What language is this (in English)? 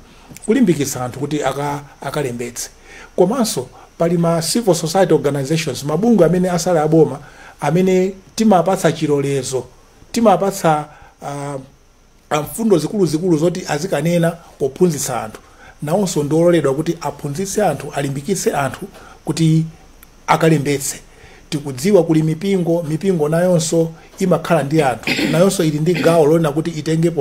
Nyanja